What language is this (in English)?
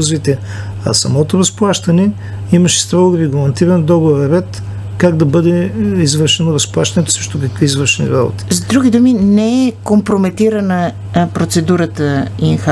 Bulgarian